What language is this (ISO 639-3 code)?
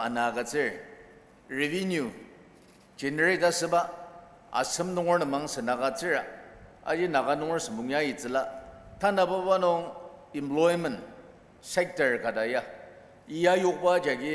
njo